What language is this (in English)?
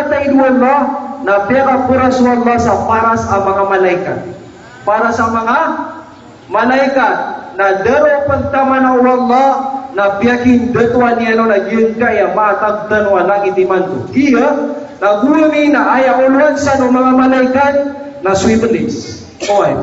Maranao